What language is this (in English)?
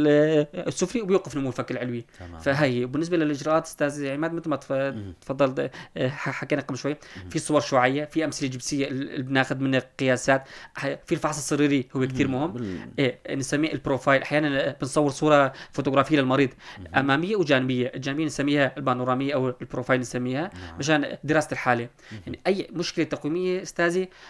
North Levantine Arabic